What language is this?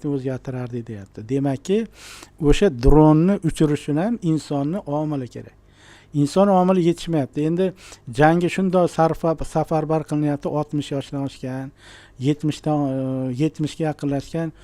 Uzbek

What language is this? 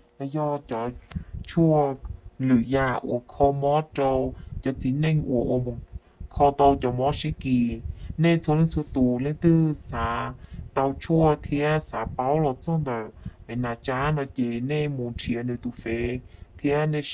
Hmong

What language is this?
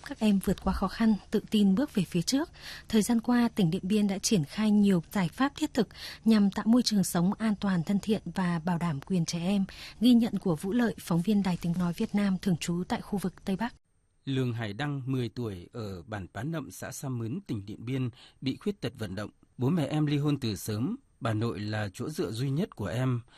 Vietnamese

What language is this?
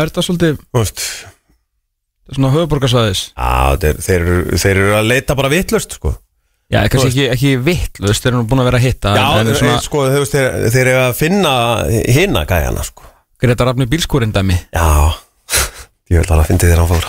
Icelandic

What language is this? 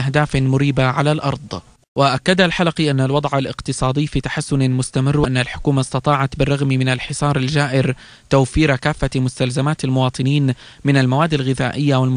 Arabic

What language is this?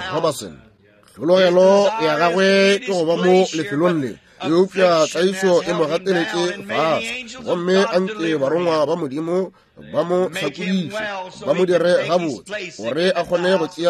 Northern Sotho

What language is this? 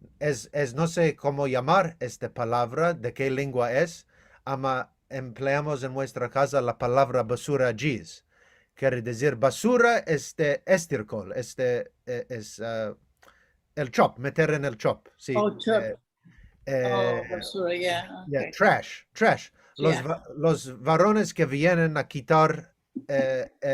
Ladino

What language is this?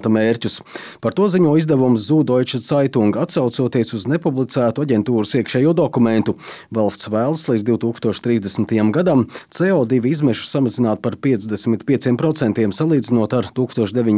Latvian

